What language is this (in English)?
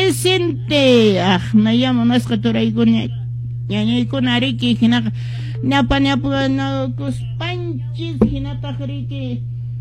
Quechua